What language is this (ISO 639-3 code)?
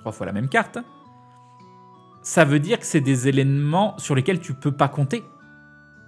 fra